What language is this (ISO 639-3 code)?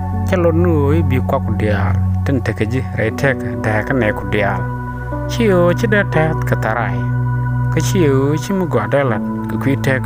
nus